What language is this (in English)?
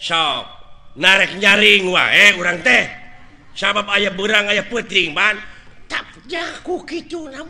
Sundanese